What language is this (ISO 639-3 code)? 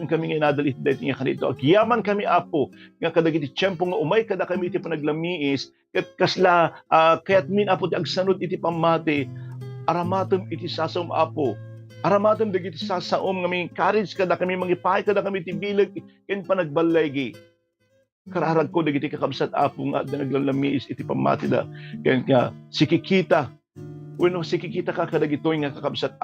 ilo